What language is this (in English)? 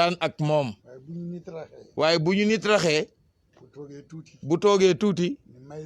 Wolof